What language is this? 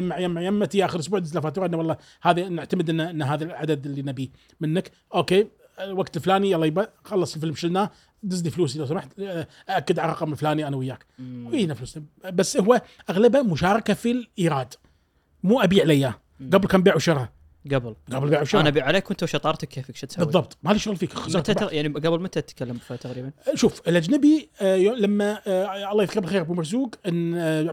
Gulf Arabic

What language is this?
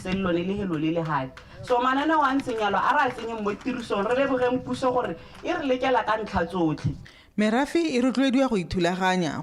Tswana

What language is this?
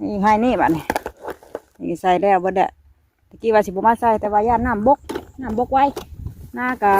Northeastern Thai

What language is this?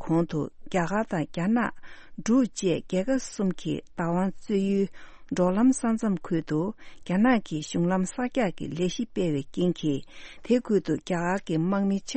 Tibetan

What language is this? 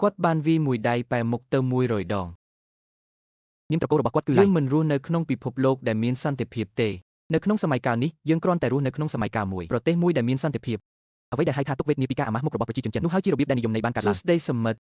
Khmer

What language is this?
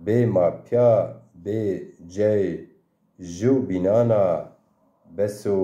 Zaza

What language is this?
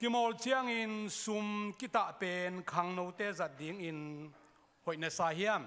Tedim Chin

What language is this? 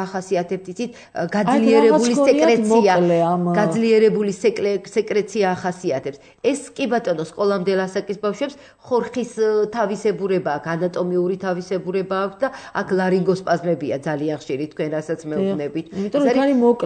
Georgian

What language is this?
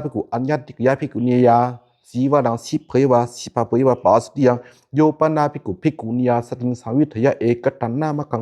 Pali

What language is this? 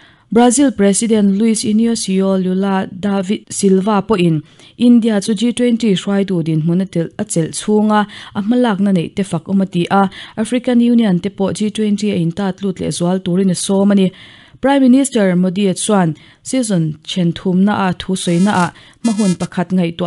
Mizo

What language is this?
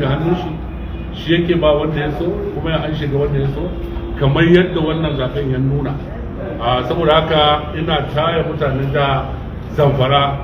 Hausa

